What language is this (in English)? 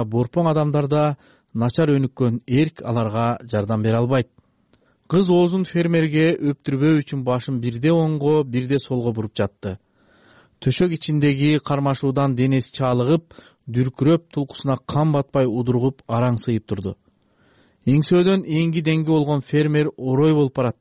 Kyrgyz